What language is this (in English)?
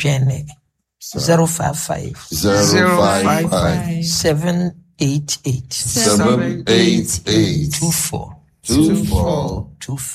Akan